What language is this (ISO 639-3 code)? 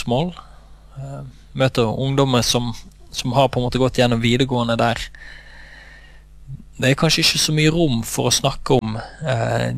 nor